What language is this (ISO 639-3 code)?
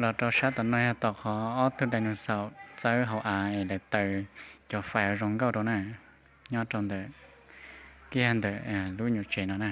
hmn